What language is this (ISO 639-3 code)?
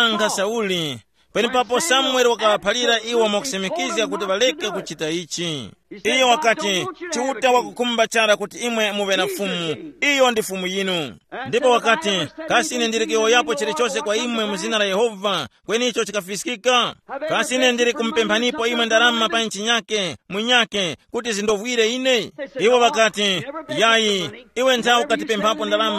tum